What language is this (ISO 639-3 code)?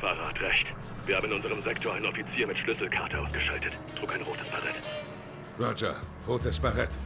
bar